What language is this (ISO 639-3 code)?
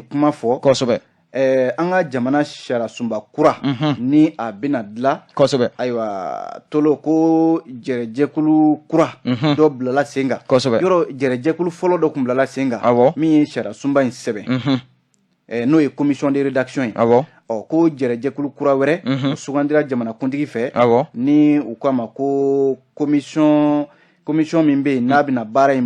bam